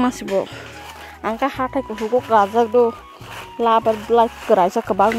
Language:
Kok Borok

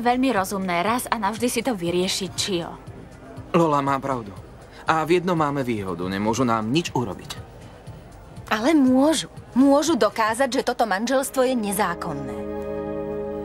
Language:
Slovak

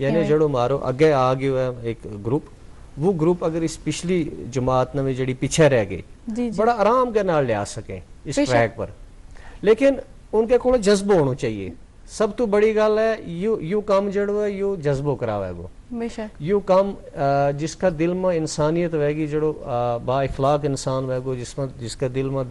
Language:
Gujari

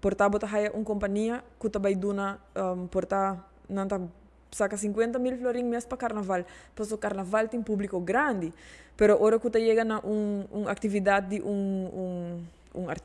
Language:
Papiamento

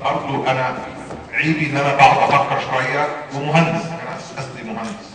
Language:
Egyptian Arabic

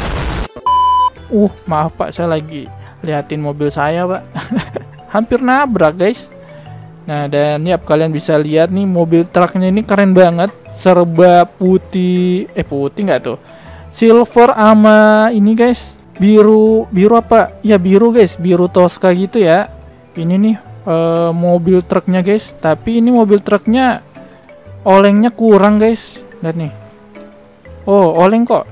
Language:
Indonesian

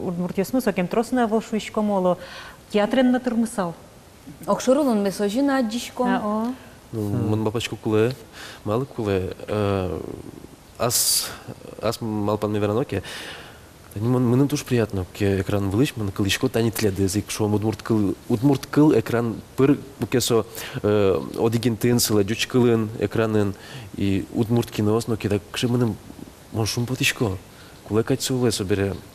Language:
Udmurt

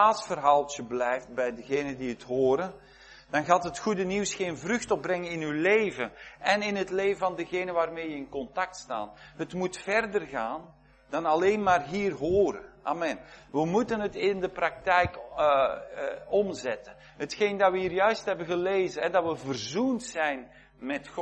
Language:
Dutch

